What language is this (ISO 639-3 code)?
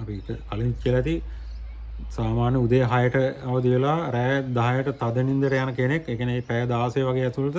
sin